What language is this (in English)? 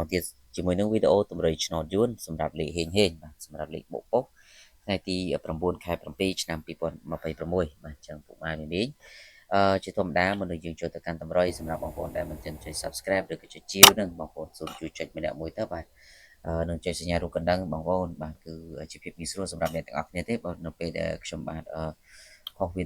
Khmer